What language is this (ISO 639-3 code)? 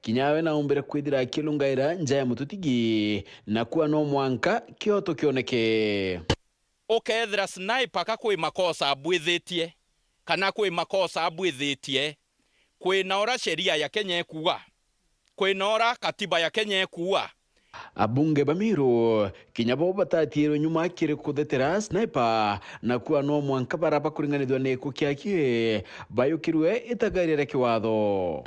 mer